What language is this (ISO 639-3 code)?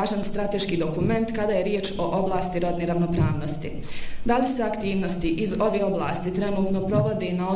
bos